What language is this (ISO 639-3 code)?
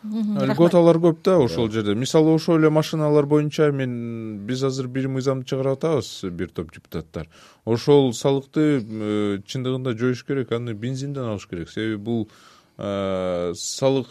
kir